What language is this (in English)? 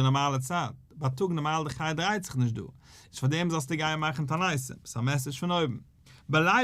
Yiddish